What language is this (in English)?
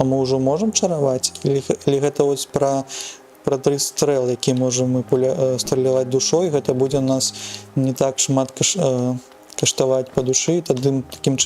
Belarusian